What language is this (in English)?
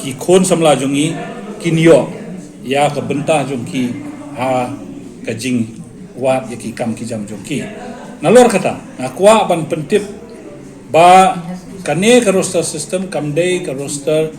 Khasi